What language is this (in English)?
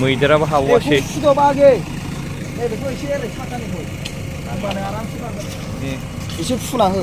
Bodo